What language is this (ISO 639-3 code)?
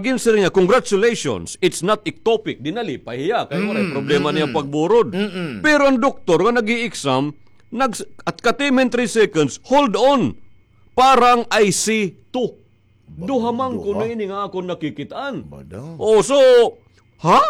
war